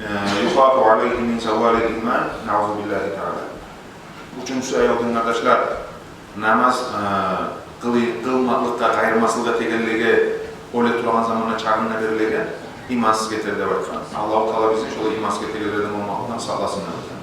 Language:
Kumyk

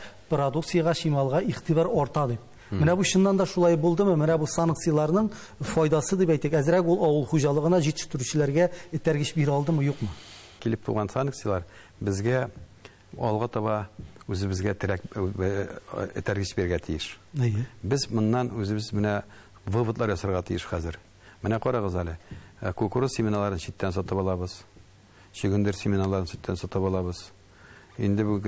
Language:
Tatar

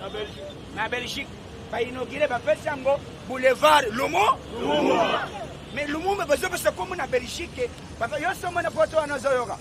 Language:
Lingala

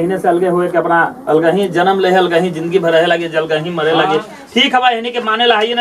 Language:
Magahi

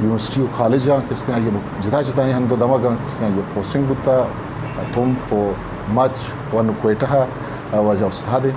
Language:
Eastern Balochi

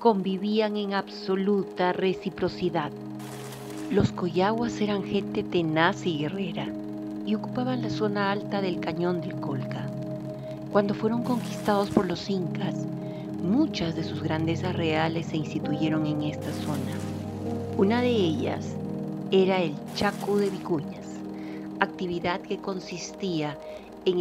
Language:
Spanish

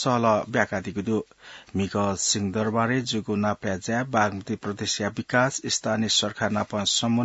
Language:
Newari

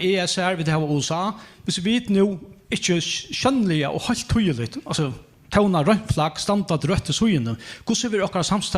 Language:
Faroese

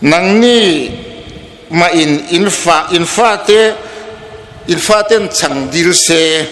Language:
Hmar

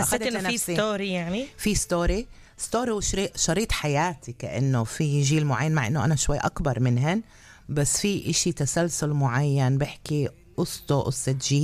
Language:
North Levantine Arabic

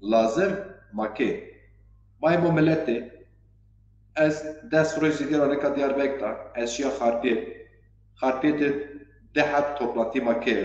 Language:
Zaza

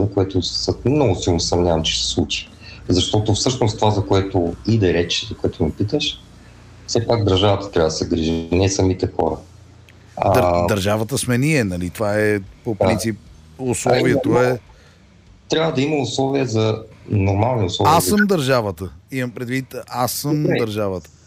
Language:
Bulgarian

